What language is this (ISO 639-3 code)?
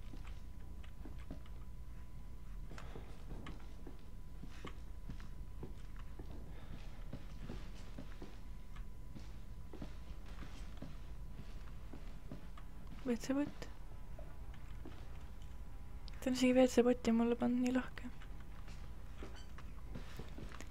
est